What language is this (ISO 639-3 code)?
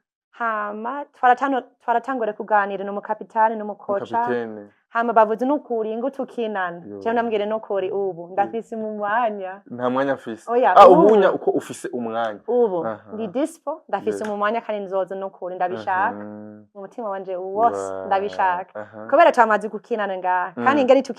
run